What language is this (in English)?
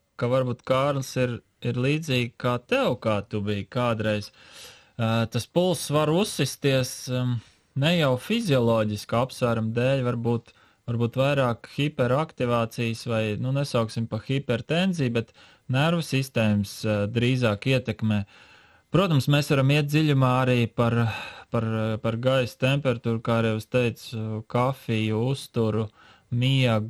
Latvian